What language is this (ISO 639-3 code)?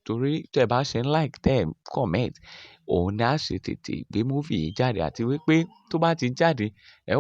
yor